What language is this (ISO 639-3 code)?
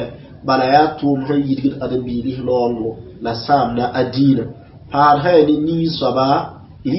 mos